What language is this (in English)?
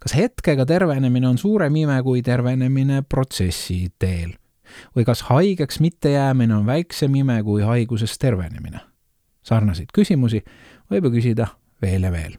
Estonian